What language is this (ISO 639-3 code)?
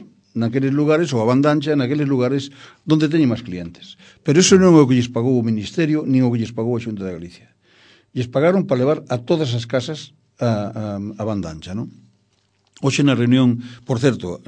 glg